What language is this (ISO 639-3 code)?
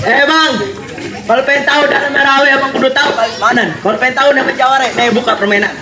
bew